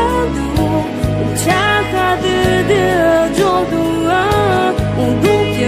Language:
Akha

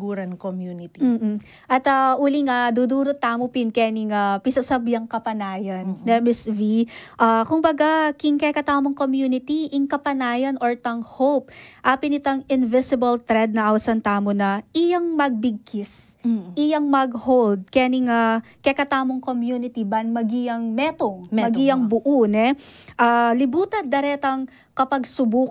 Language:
Pampanga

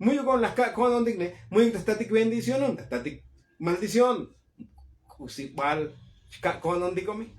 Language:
Tzotzil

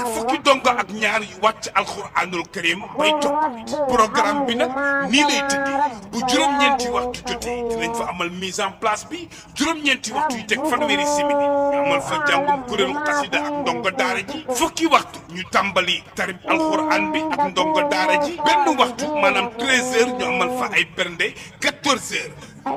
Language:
Wolof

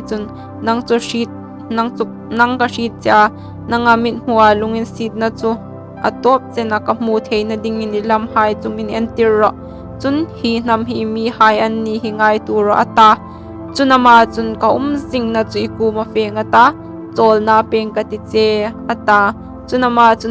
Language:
Hmar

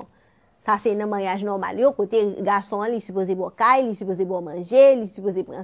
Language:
Haitian Creole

